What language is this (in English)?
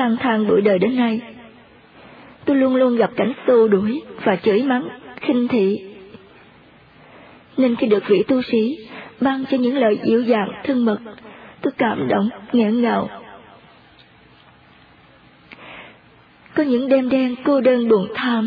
Vietnamese